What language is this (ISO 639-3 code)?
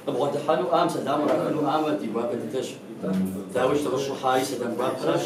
kbd